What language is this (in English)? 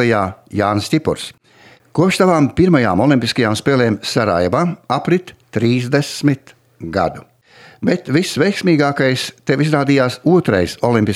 Latvian